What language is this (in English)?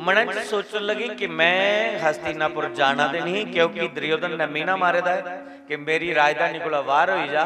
Dogri